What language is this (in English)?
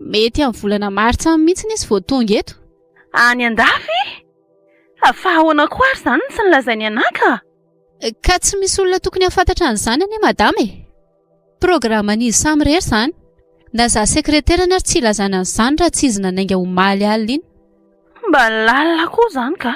Malagasy